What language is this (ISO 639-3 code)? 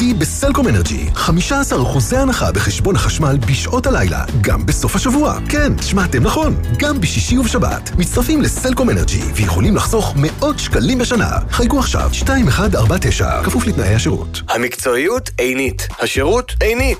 heb